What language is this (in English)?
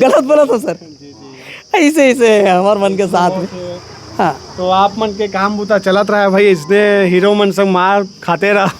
Chhattisgarhi